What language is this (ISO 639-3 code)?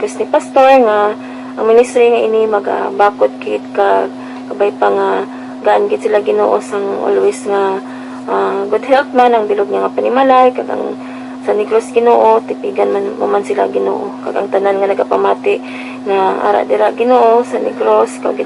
hil